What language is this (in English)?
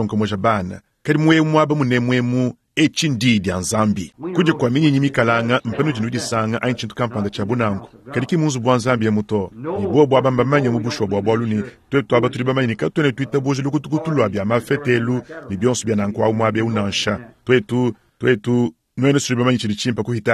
Luba-Lulua